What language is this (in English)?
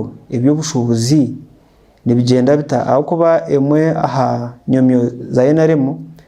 Nyankole